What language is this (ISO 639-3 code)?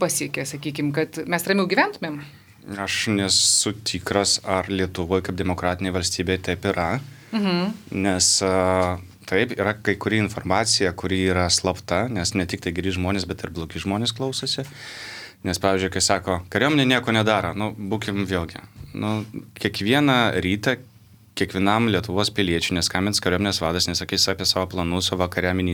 lit